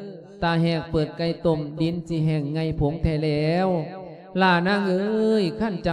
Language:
Lao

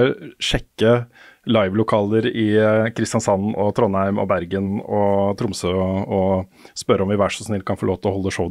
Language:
Norwegian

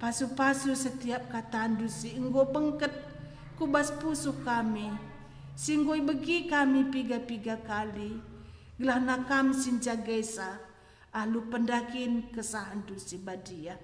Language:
Batak Karo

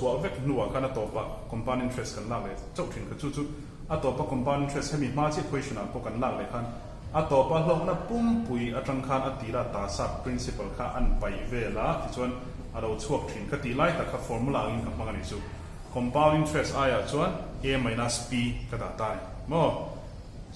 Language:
Mizo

